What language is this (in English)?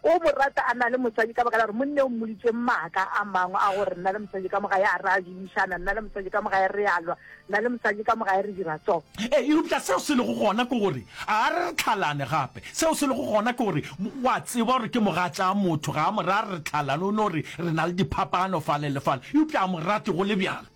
Northern Sotho